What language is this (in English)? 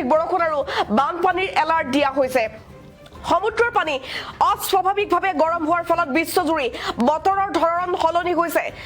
Assamese